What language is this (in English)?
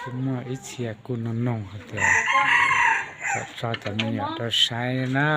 Hmong